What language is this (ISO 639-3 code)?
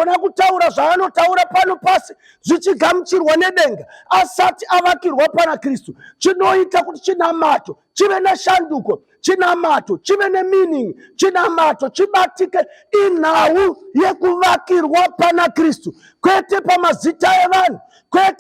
sna